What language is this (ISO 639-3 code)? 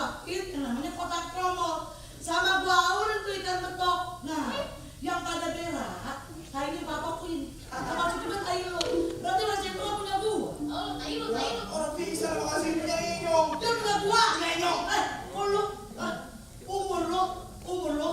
bew